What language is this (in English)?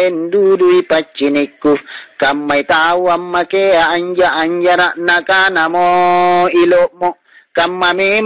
Makasar